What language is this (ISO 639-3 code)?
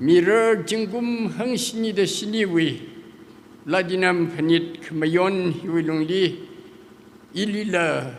nmf